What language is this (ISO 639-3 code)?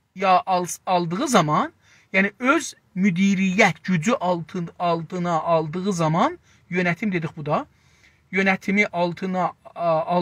azb